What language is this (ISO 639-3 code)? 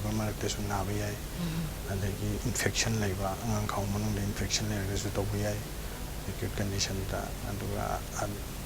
mni